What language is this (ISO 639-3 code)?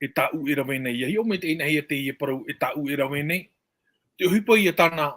tah